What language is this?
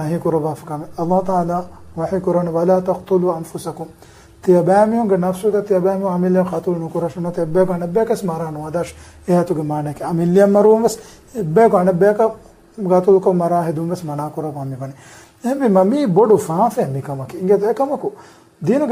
Divehi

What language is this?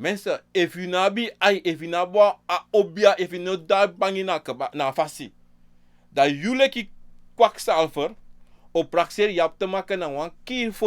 Sranan Tongo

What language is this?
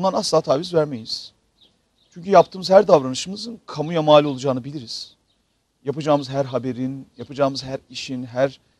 Turkish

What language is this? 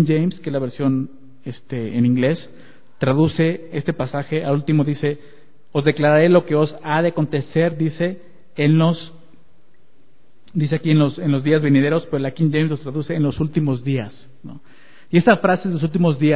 Spanish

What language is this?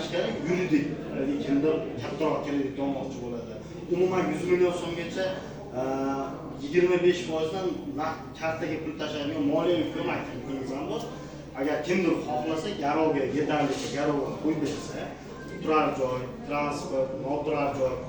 Uzbek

